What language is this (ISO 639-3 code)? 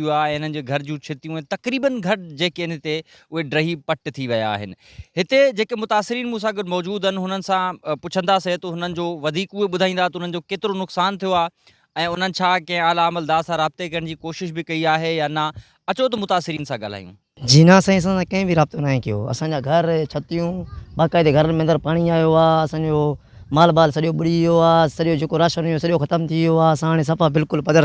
snd